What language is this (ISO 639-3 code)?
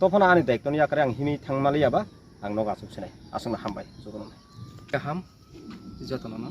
trp